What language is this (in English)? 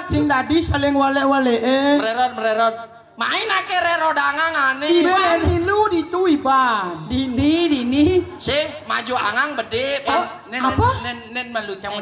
Balinese